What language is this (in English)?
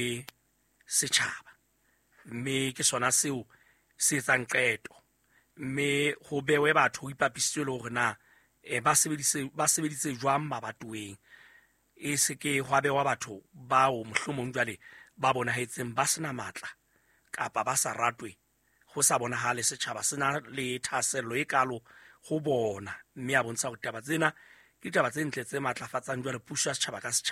Southern Sotho